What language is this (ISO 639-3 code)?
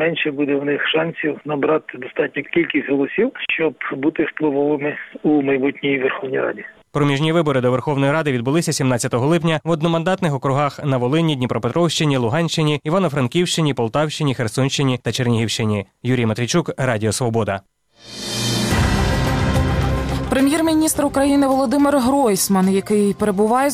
ukr